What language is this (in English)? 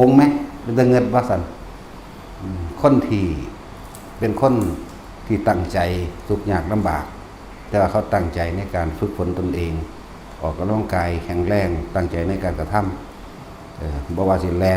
Northeastern Thai